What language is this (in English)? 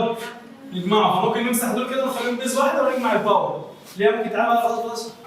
Egyptian Arabic